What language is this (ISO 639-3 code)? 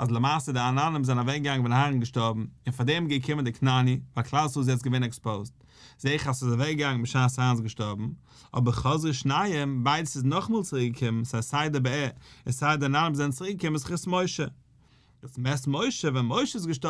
yid